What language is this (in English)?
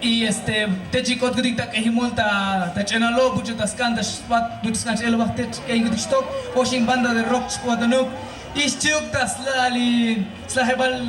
Tzotzil